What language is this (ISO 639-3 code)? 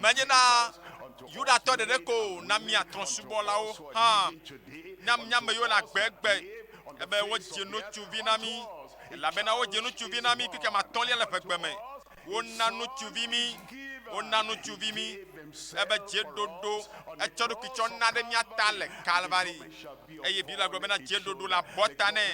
ewe